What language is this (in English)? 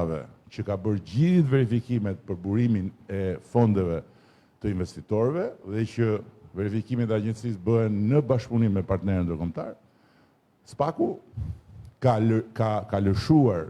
Albanian